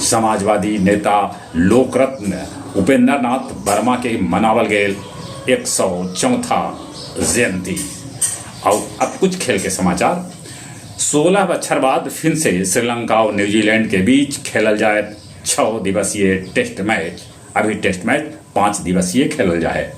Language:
Magahi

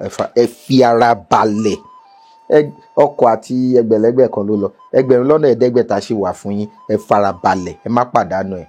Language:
Yoruba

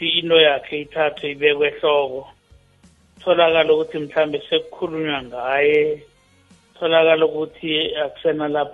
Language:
South Ndebele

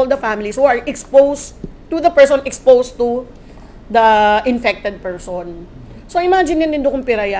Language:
Bikol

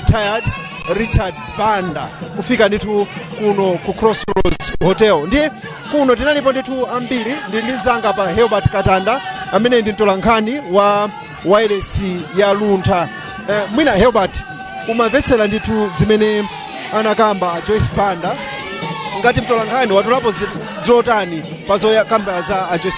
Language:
Nyanja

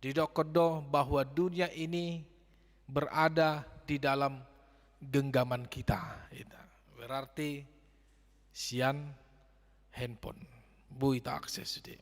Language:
Batak Toba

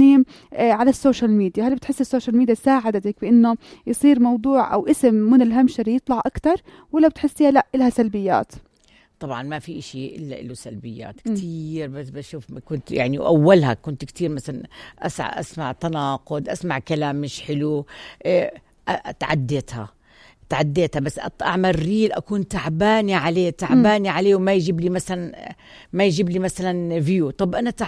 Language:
North Levantine Arabic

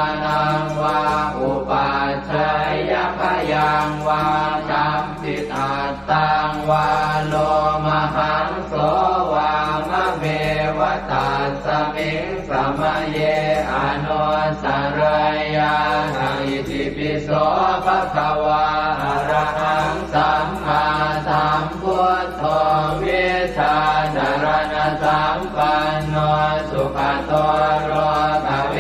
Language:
Pali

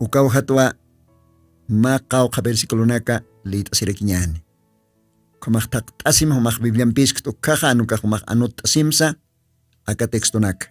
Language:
Aymara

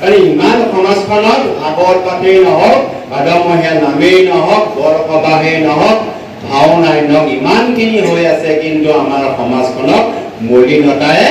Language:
Assamese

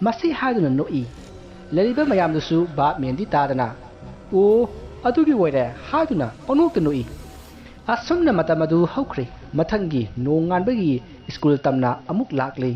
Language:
Manipuri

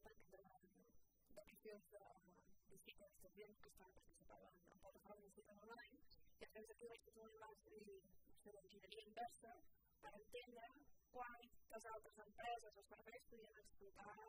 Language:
Catalan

